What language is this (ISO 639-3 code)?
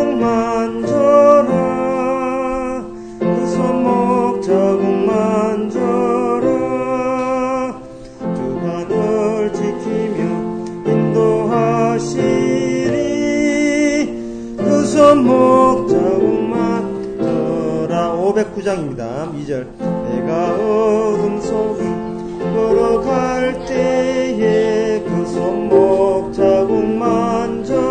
kor